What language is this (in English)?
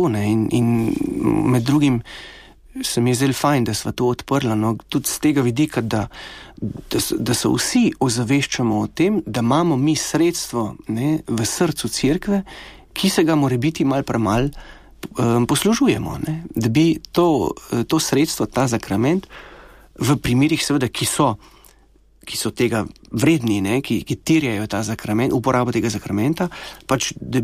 Slovenian